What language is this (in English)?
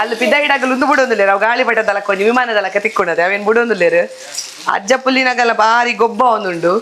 Tulu